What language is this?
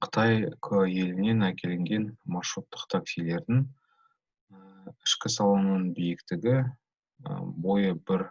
Kazakh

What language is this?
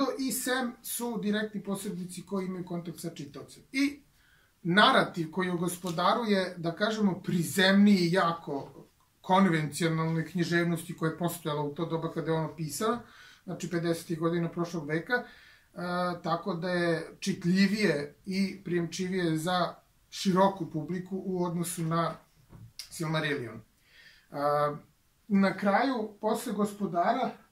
Serbian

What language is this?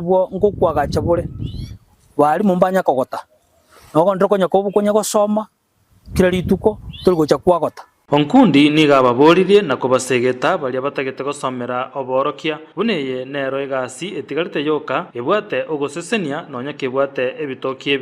Gusii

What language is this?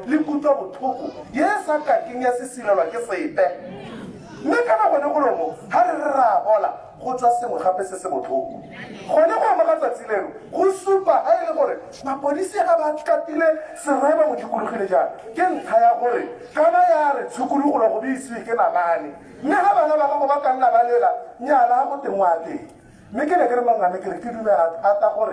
Tswana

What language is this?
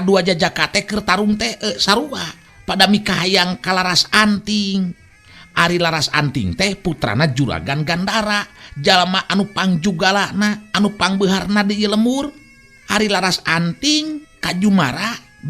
Sundanese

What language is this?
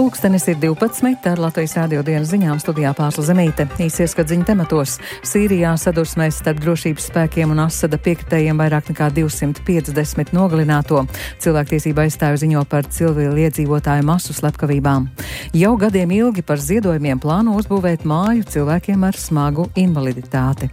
Latvian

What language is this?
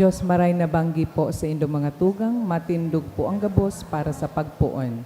Bikol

